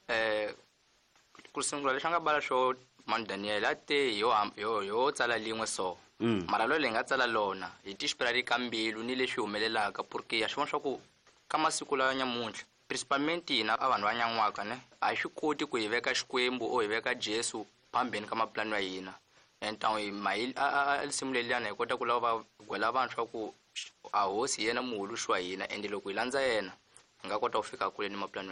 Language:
Tsonga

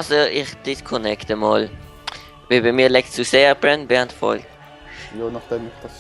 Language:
Swiss German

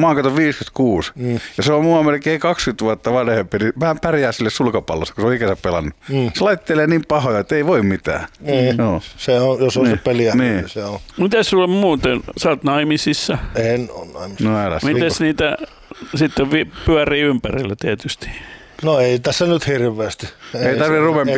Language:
Finnish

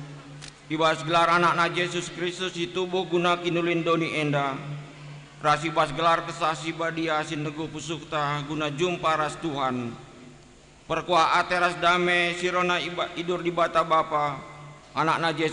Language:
Batak Karo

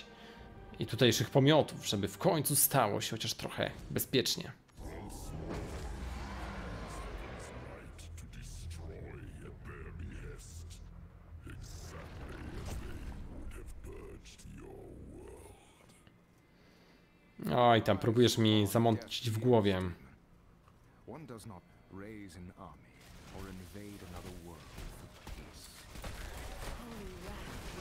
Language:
Polish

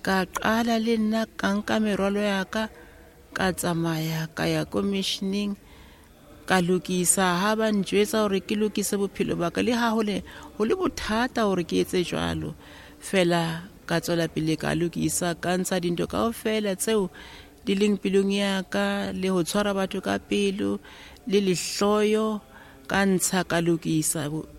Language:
Southern Sotho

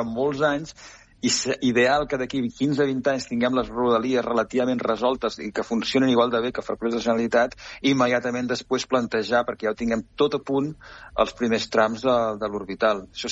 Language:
Catalan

